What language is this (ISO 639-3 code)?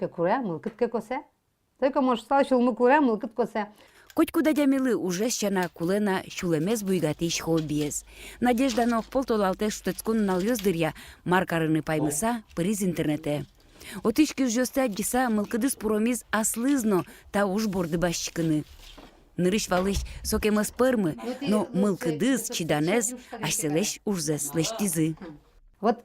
udm